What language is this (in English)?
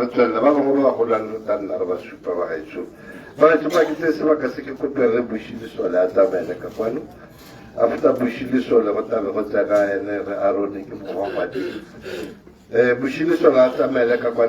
Tswana